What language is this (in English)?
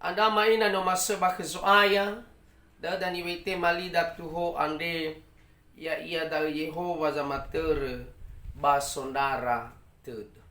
Nias